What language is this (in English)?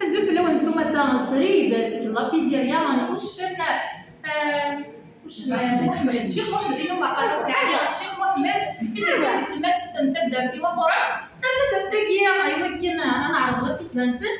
Kabyle